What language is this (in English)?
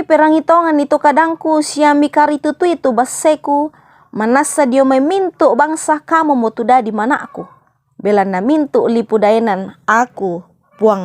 Toraja-Sa'dan